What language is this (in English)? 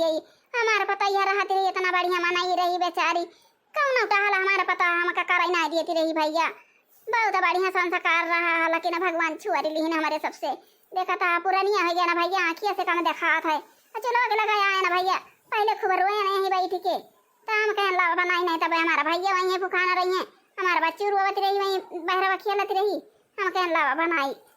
Awadhi